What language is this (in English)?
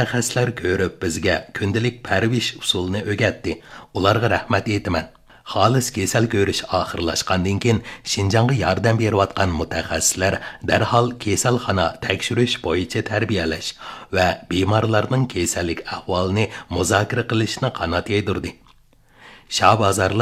Uyghur